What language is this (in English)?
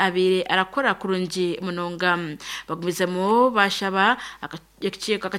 Nyankole